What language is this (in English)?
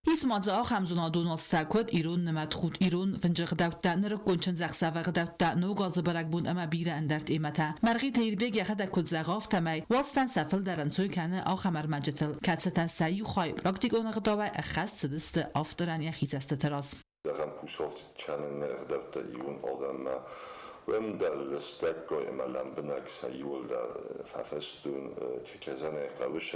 Ossetic